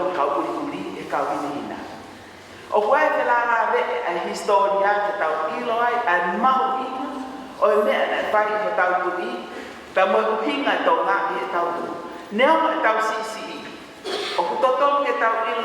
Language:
Tongan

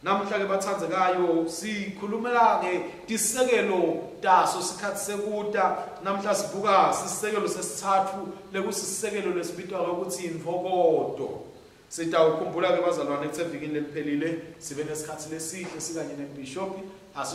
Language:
Swati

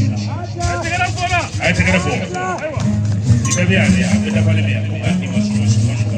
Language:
Bambara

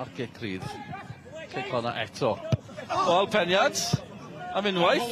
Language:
Welsh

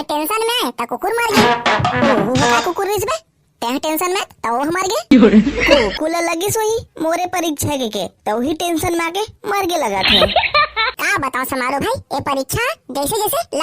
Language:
Chhattisgarhi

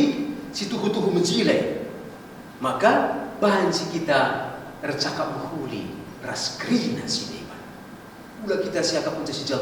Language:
Batak Karo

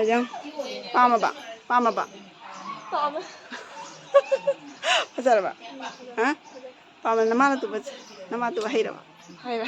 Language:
Manipuri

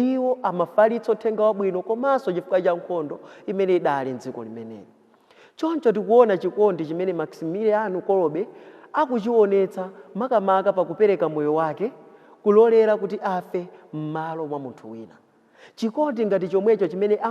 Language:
Nyanja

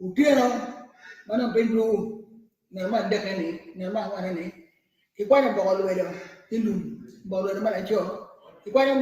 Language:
Acoli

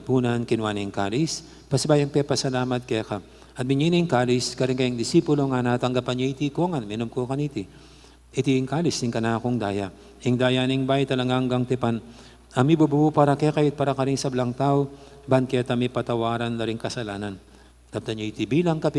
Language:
Pampanga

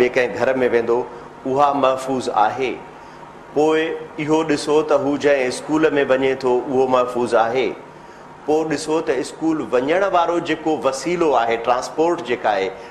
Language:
Sindhi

